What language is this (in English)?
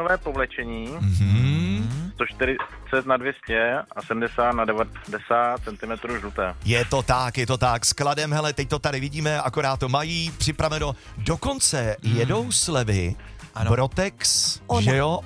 Czech